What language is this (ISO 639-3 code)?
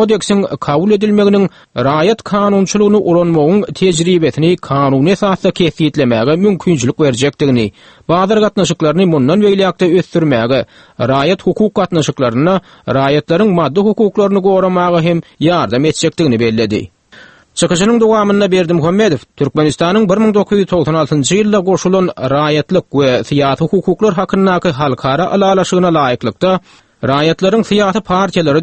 tuk